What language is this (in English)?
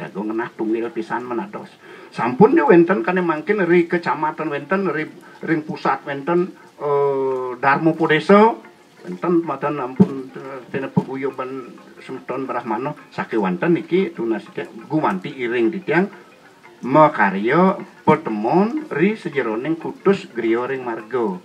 Balinese